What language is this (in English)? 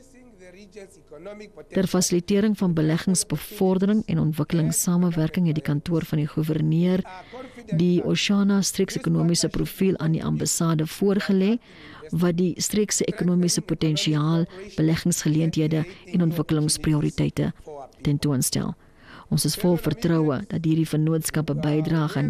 Afrikaans